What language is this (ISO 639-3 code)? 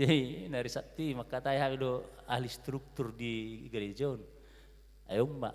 bbc